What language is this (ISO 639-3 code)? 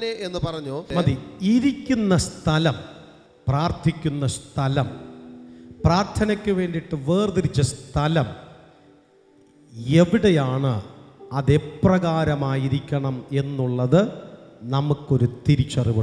mal